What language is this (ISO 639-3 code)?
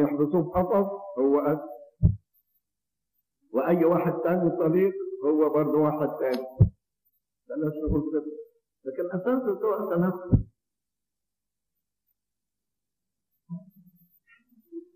arz